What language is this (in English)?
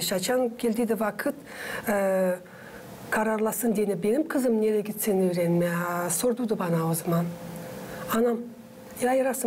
Gagauz